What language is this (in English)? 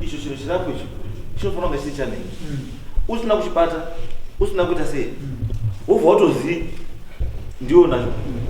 Shona